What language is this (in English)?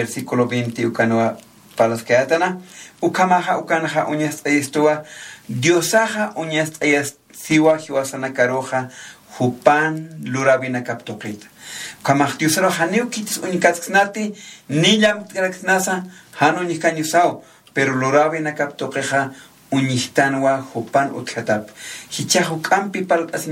Aymara